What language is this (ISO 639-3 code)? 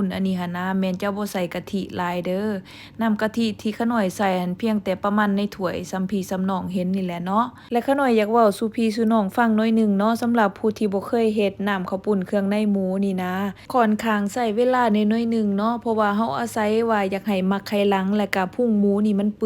lao